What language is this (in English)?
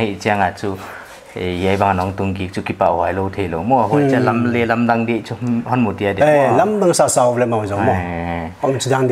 Paite Chin